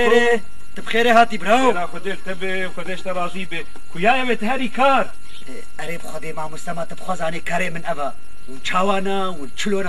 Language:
Kurdish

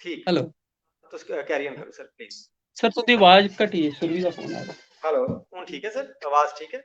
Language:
Dogri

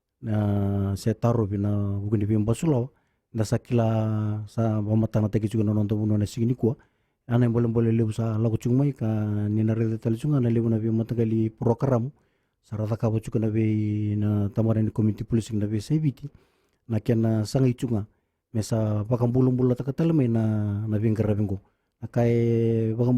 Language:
Fijian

